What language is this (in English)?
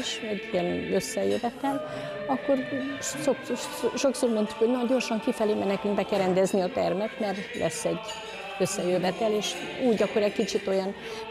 Hungarian